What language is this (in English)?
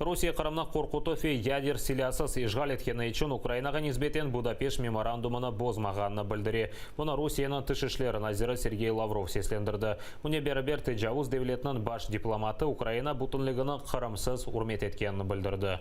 Crimean Tatar